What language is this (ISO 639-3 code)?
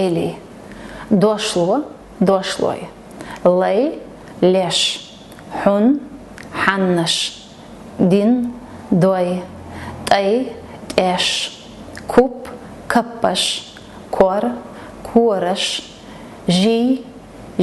che